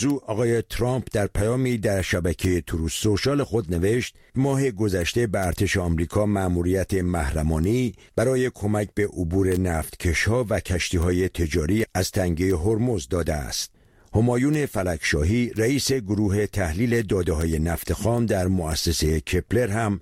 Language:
Persian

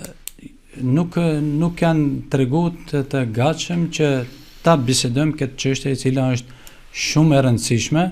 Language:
Albanian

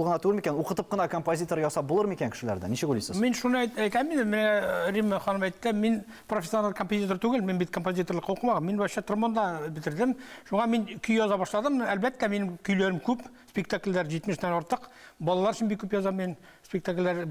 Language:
Tatar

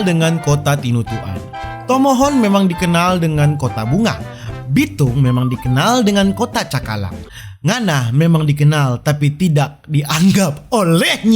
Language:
Manado Malay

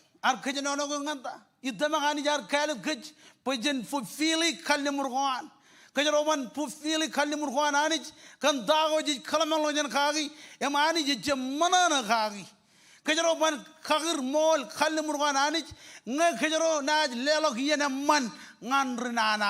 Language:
Marshallese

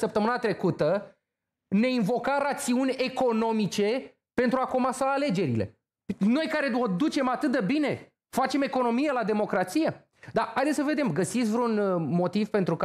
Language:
Romanian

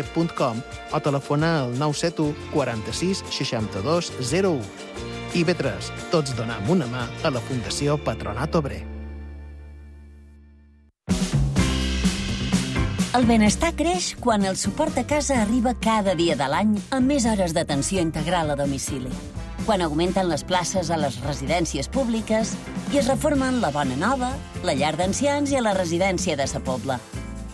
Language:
Catalan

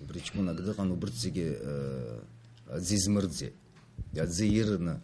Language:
Abkhazian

